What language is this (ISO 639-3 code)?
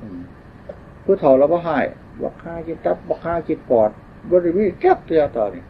tts